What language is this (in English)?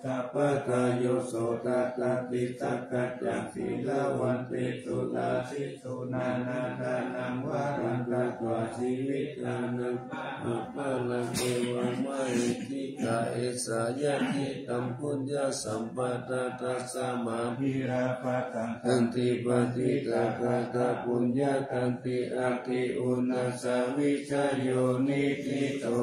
Pali